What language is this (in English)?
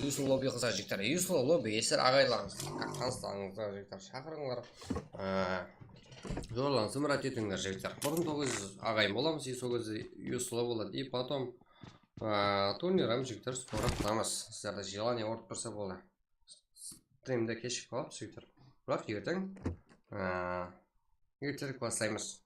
Kara-Kalpak